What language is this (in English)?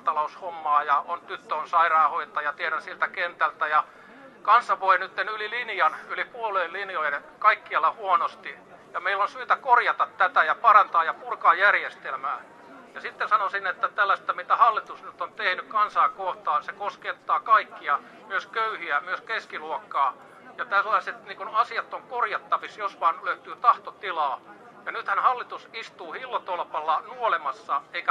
Finnish